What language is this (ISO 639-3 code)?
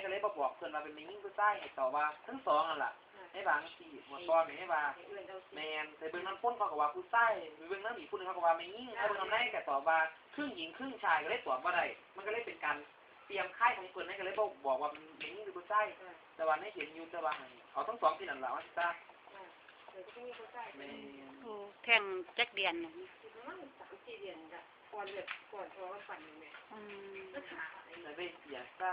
lao